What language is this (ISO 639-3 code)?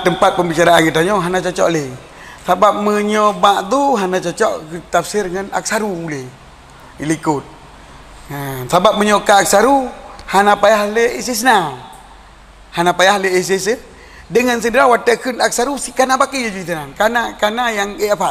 ace